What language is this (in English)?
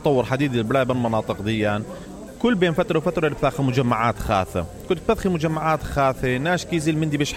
Mesopotamian Arabic